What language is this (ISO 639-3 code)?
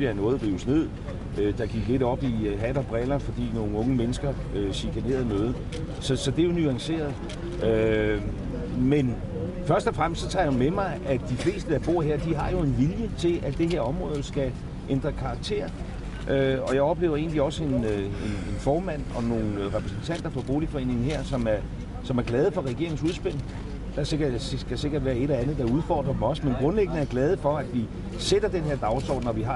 dan